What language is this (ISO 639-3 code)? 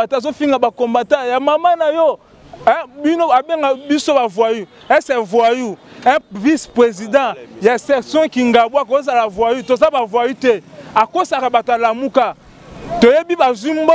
lin